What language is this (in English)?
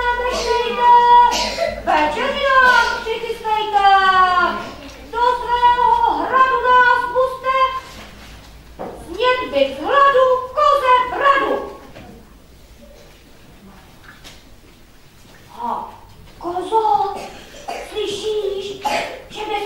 Czech